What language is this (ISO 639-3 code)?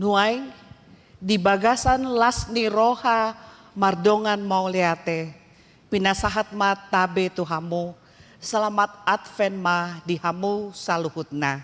bbc